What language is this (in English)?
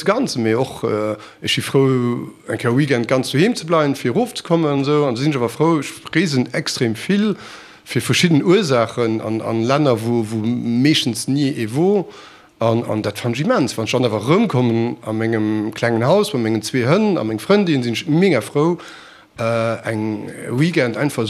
Luxembourgish